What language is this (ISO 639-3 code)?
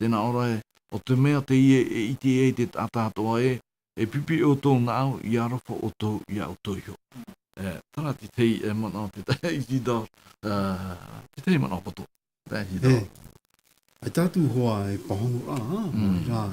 tah